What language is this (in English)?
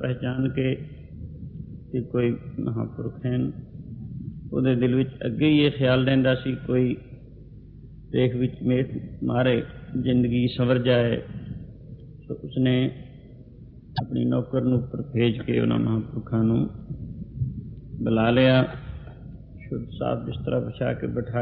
Punjabi